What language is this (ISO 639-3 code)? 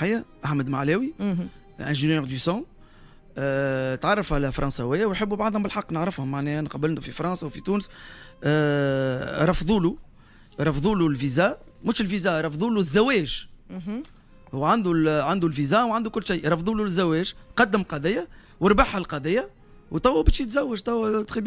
aeb